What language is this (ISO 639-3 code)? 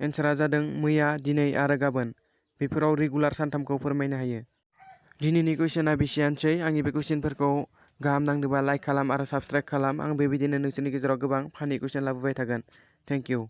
brx